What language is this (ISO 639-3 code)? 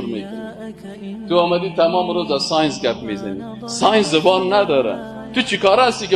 fas